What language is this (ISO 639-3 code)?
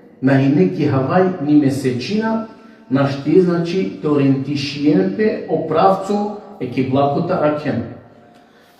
rmn